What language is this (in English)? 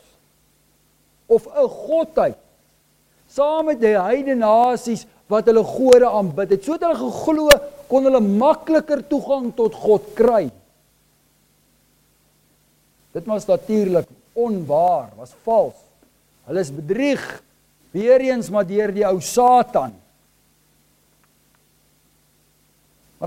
Afrikaans